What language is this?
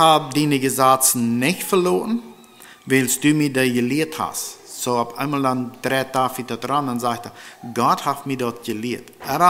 Plautdietsch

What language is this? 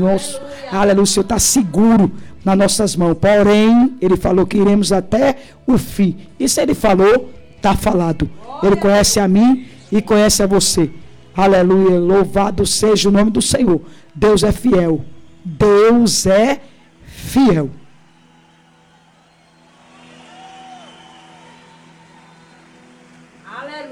Portuguese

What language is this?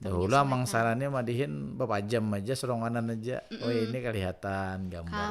Banjar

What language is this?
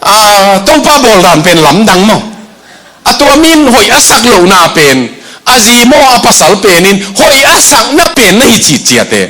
Tedim Chin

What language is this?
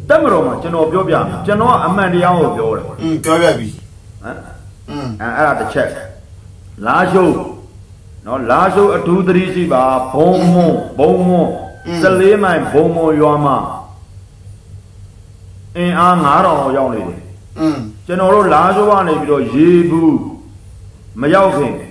Burmese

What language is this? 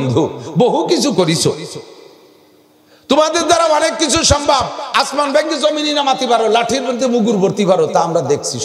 Bangla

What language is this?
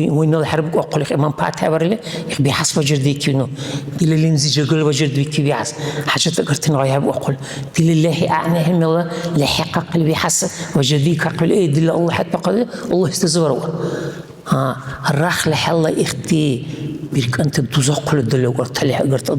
Dargwa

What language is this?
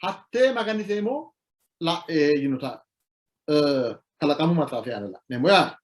Sidamo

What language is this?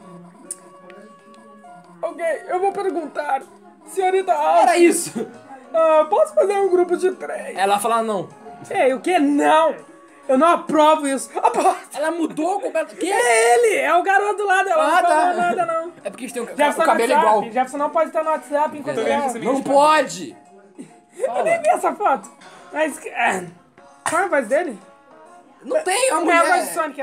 Portuguese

